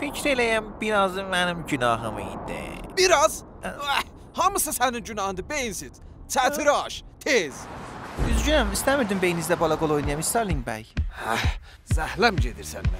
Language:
South Azerbaijani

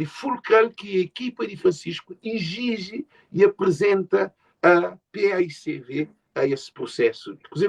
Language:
Kabuverdianu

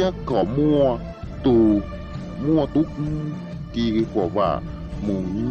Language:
Hmong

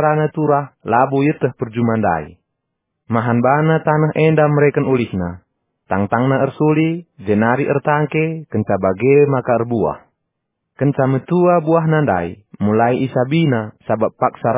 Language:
Batak Karo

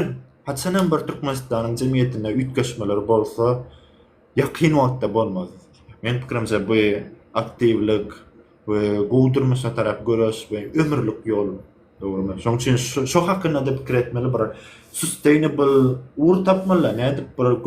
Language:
Turkmen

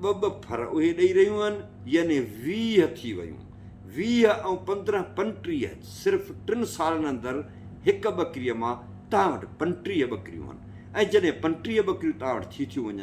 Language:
Sindhi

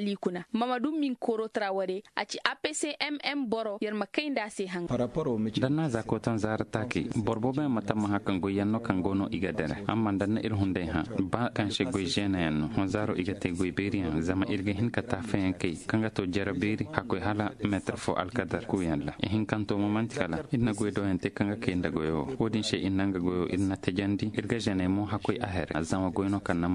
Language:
Zarma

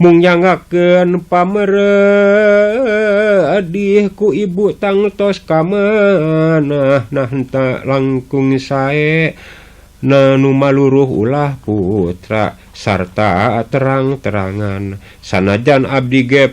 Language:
Sundanese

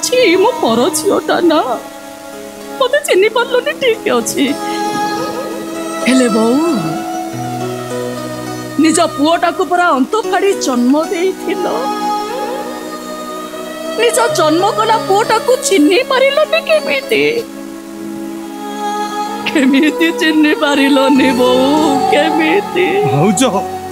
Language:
Odia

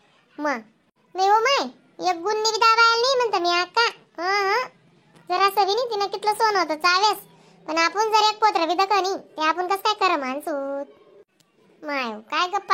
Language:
Khandesi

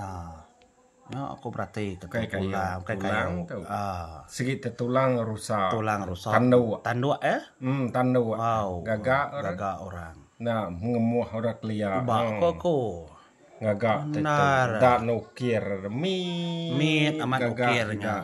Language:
Iban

